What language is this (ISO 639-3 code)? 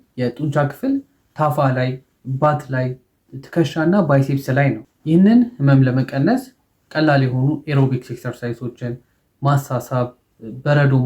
amh